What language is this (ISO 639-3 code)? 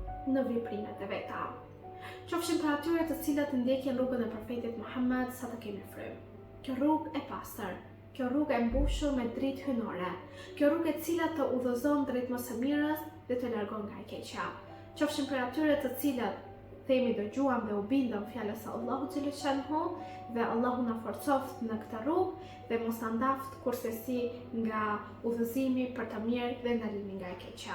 sqi